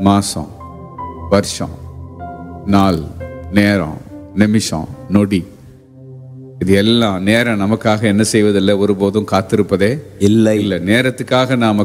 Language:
Tamil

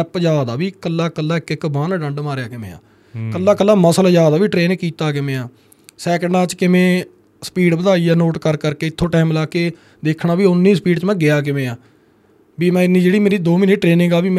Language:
Punjabi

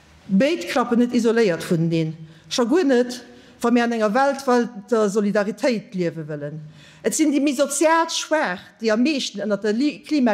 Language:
Luxembourgish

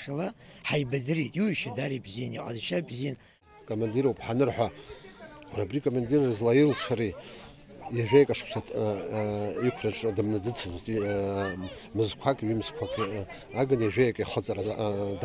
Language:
Abkhazian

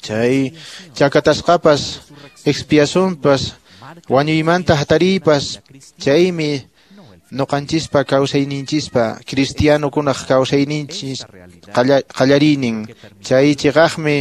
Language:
Quechua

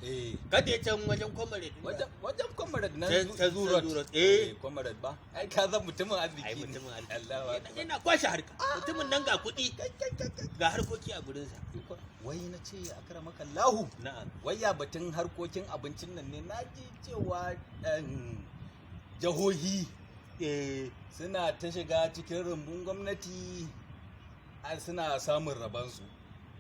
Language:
Hausa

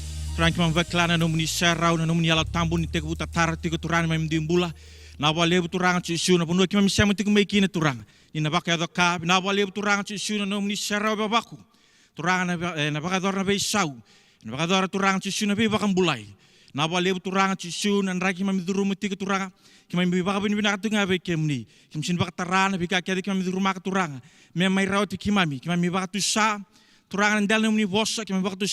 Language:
Fijian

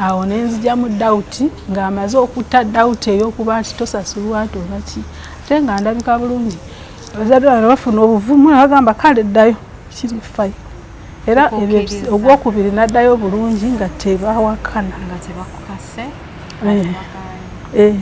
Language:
Ganda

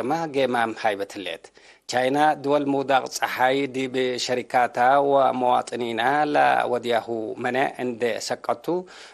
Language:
Tigre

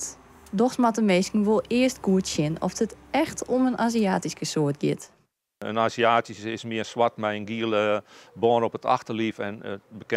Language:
Western Frisian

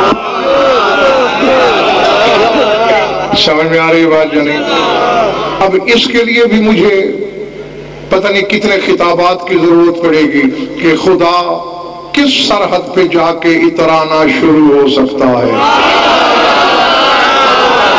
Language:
Urdu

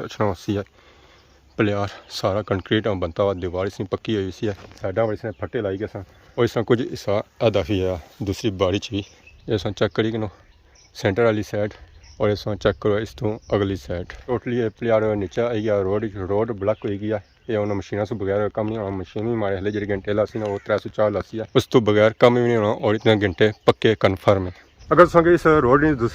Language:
Pahari-Potwari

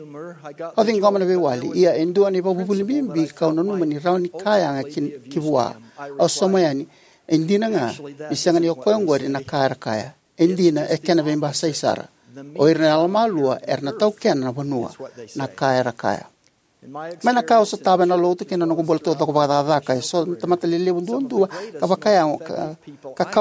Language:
Fijian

